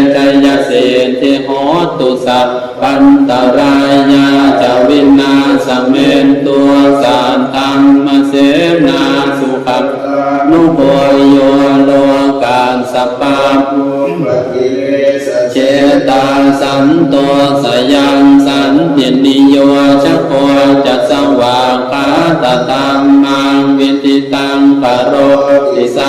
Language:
Pali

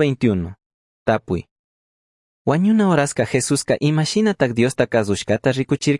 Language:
Chimborazo Highland Quichua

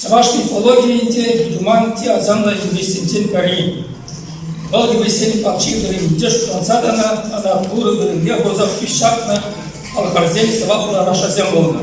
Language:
Chuvash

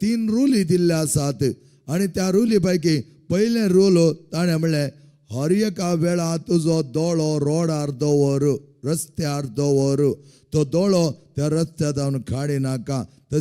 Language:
Konkani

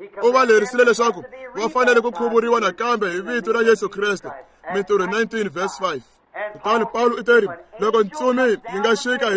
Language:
Tsonga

